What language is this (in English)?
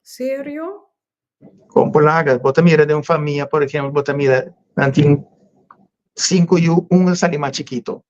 Papiamento